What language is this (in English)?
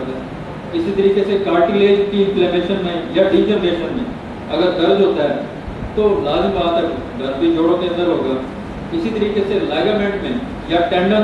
Urdu